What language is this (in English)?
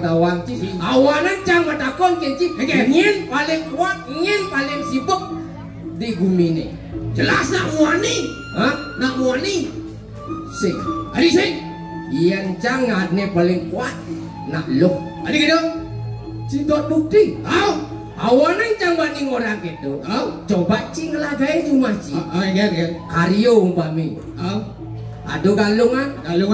Balinese